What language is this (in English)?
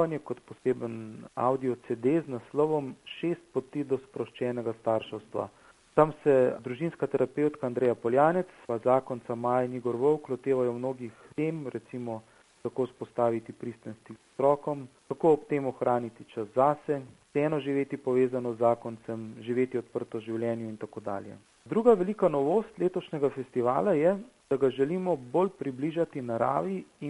Slovenian